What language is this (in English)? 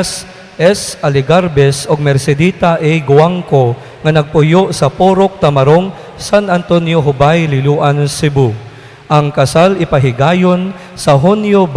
Cebuano